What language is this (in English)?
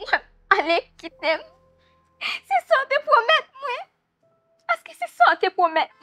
Haitian Creole